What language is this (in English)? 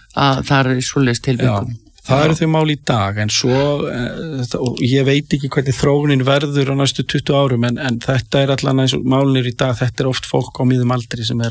Icelandic